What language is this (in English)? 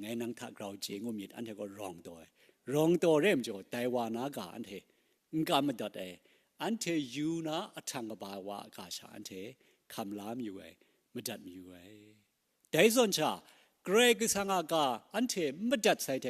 Kachin